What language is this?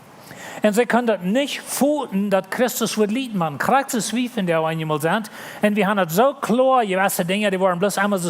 Plautdietsch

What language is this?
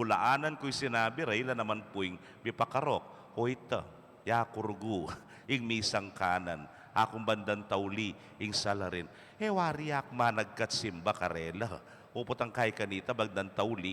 Pampanga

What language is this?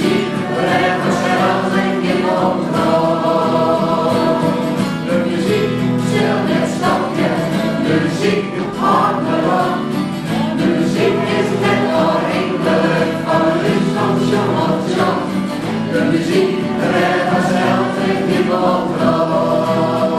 Western Frisian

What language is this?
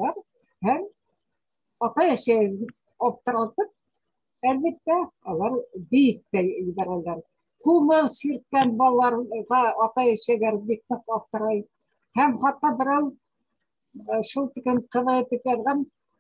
Bashkir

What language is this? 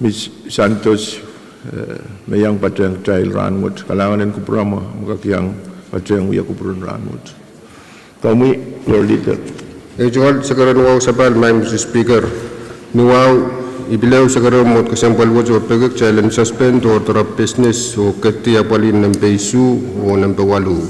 Pohnpeian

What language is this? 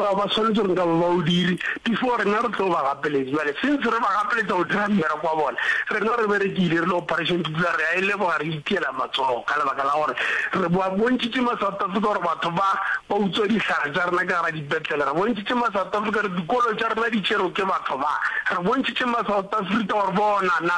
Northern Sotho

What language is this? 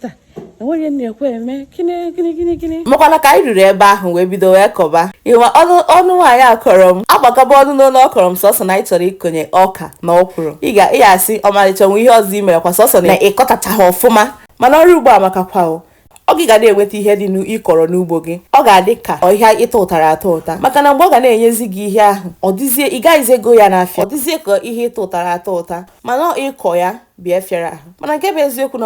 Igbo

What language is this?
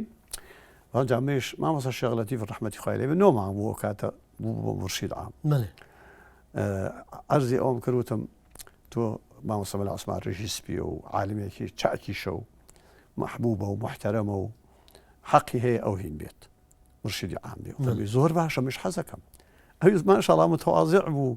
Central Kurdish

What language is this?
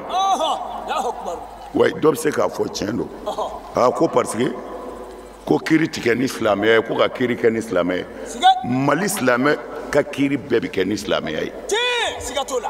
Bambara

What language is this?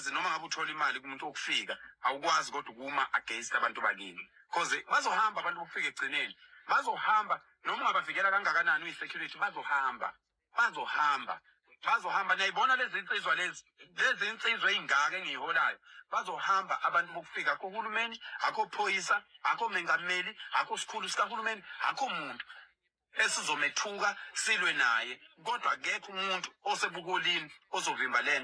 Zulu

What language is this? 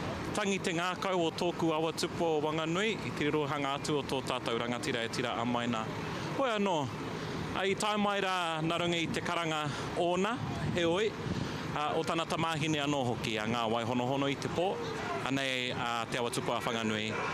Māori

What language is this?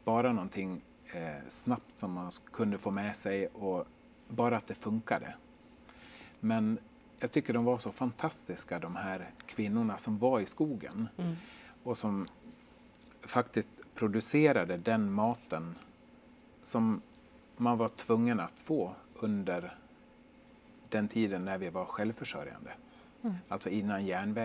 Swedish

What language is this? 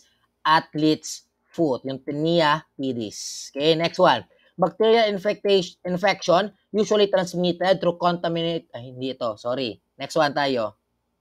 Filipino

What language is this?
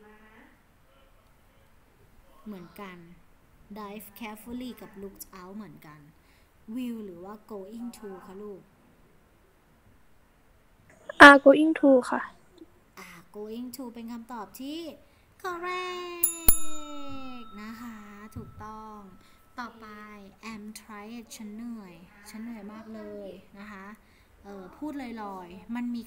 Thai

